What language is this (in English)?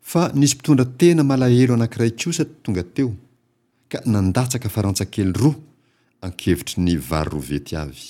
Malagasy